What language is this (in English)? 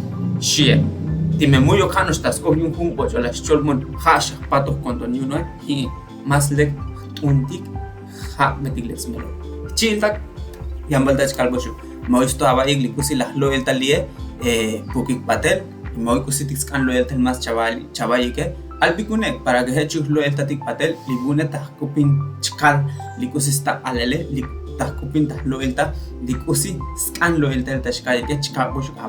Tzotzil